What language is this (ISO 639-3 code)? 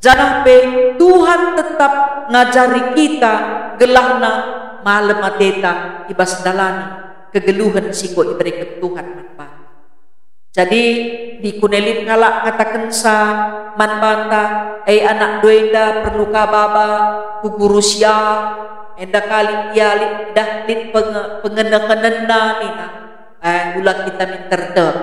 btx